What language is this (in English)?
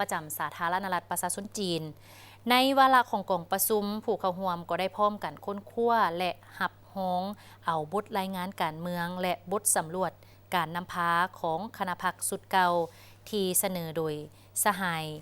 Lao